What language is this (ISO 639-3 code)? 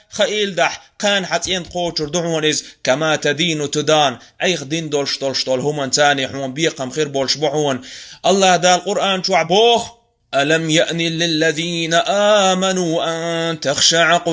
che